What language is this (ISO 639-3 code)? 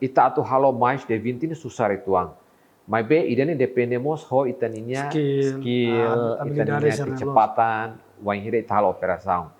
tet